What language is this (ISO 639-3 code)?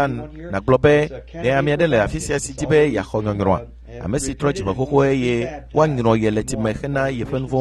ewe